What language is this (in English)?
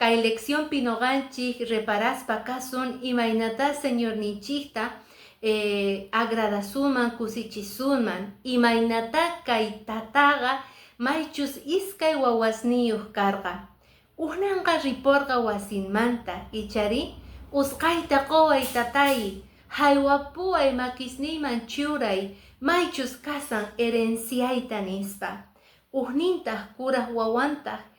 Quechua